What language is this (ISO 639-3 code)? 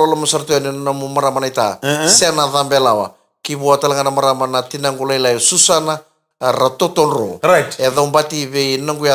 fij